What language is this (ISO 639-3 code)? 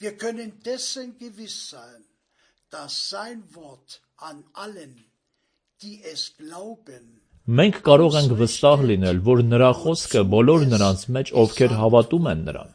hye